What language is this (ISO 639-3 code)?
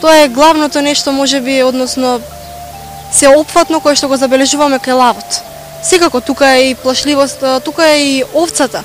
mkd